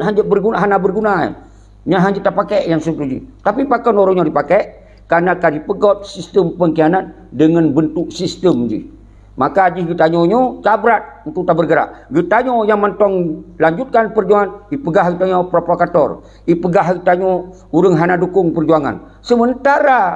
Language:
Achinese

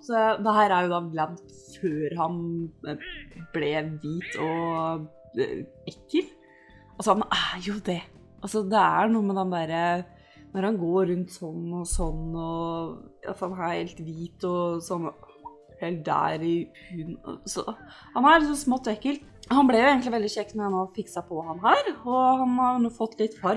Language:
Norwegian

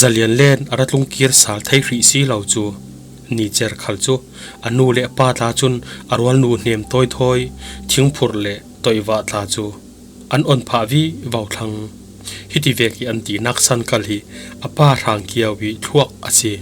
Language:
Falam Chin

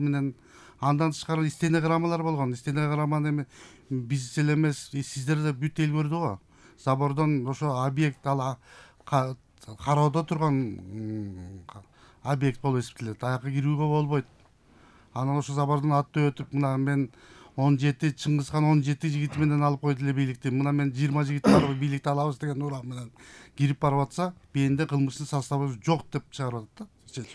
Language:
Kyrgyz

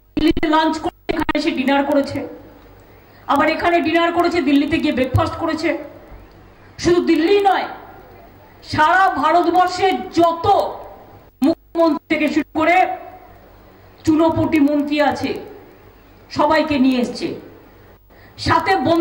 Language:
Bangla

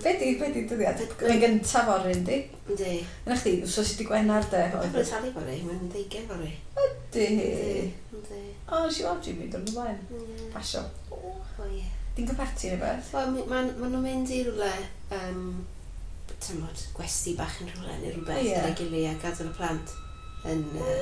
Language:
Welsh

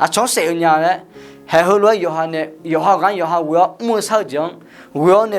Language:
Akha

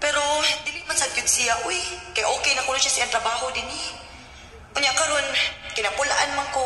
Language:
Cebuano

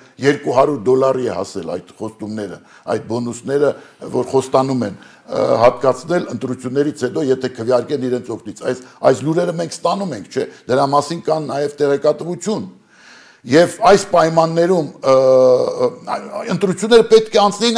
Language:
Armenian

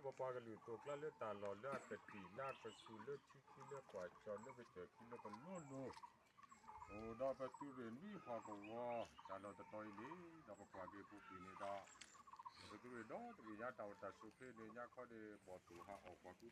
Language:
S'gaw Karen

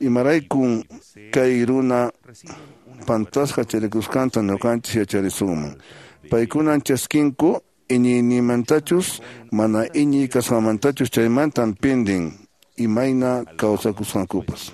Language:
Quechua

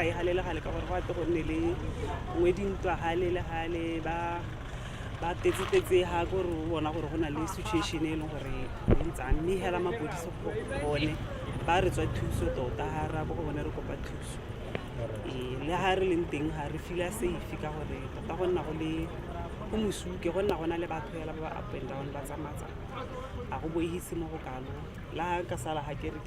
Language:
Tswana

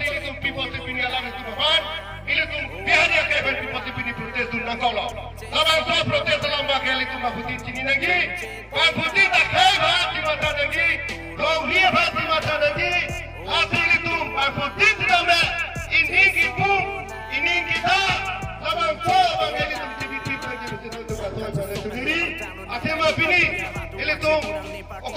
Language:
Karbi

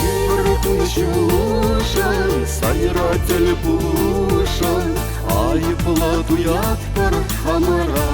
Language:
Chuvash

